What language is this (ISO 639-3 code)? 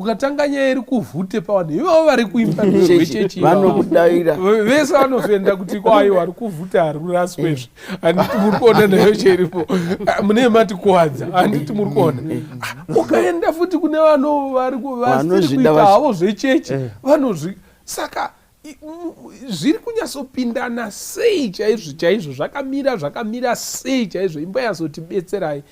sna